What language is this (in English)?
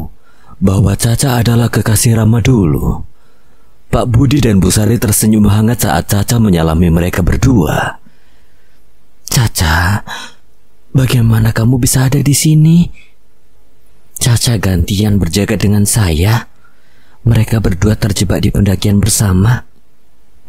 Indonesian